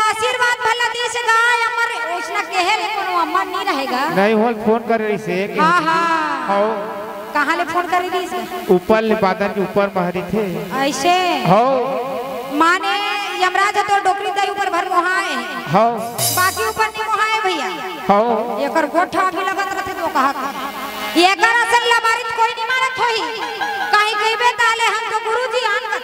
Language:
Chhattisgarhi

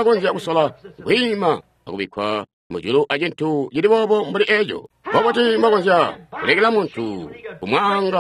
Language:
Tonga (Zambia)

